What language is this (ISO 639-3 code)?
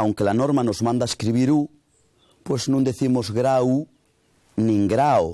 ast